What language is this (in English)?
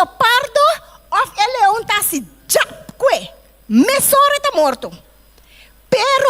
Papiamento